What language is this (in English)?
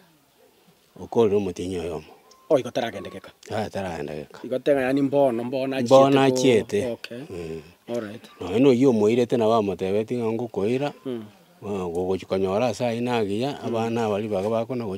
Gusii